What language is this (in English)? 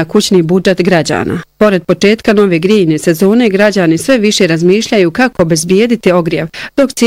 Bosnian